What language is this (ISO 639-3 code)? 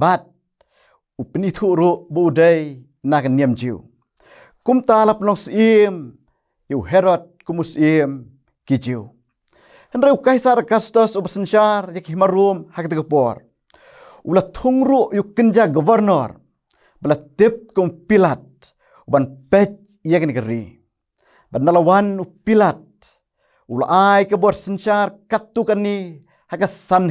kha